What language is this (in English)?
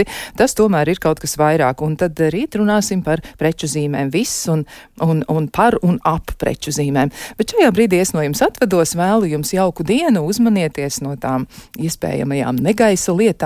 Latvian